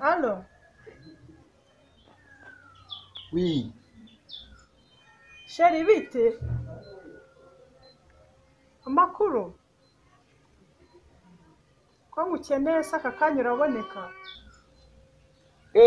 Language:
Kinyarwanda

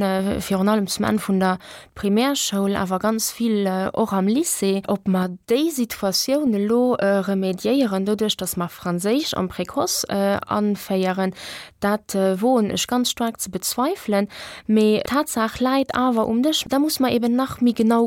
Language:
Luxembourgish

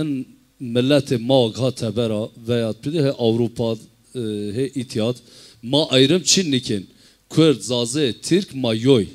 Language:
Zaza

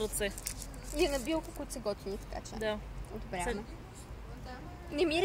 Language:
Bulgarian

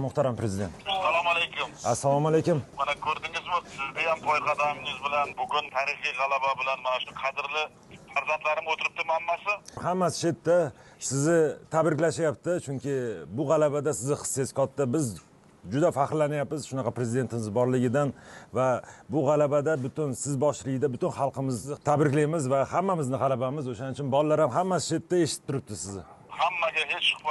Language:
Uzbek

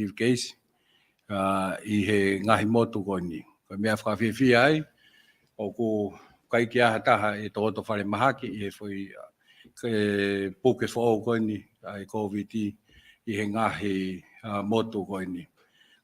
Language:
Tongan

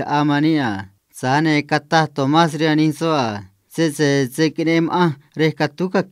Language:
Copala Triqui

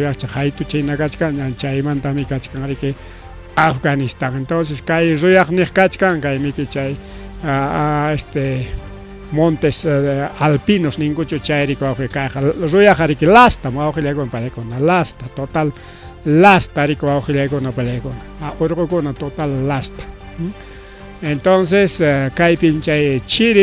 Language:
Ayacucho Quechua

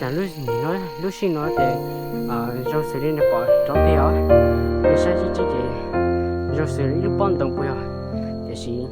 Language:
Hmong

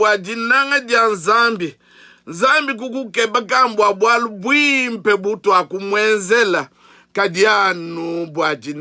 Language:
Luba-Lulua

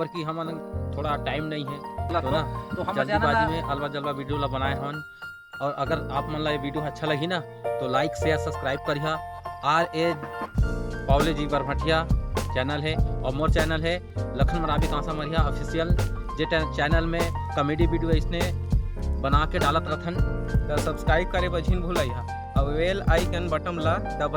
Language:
Chhattisgarhi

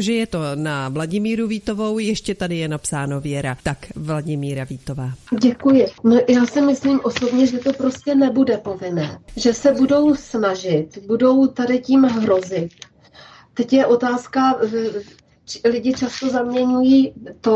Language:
Czech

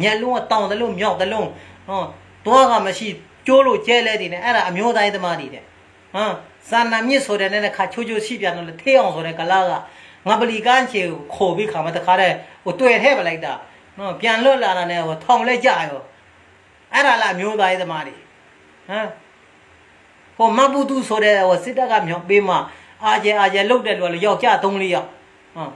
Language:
Burmese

